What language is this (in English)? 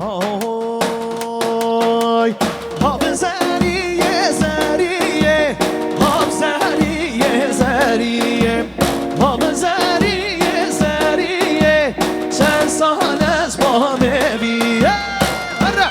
Kurdish